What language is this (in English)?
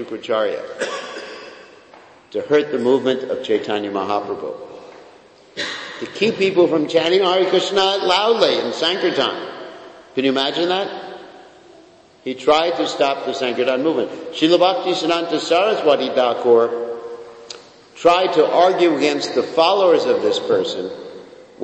English